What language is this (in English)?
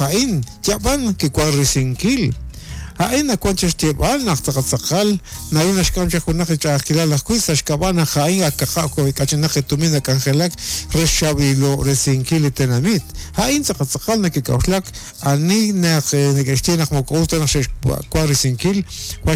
Kekchí